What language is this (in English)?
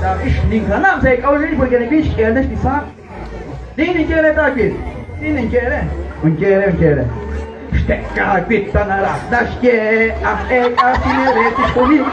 Kekchí